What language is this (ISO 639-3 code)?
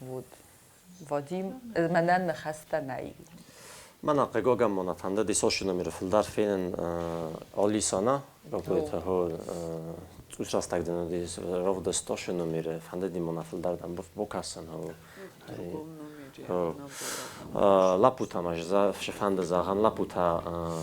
oss